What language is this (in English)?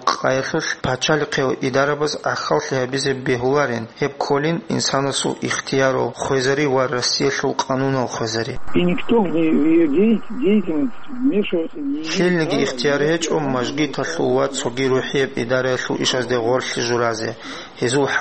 Avaric